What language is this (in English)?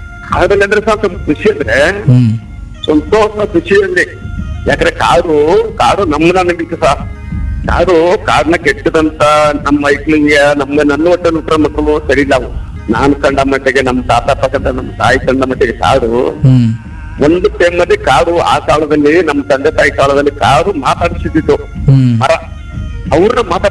Kannada